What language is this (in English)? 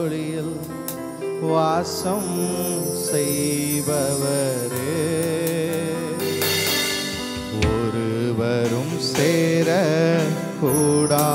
Tamil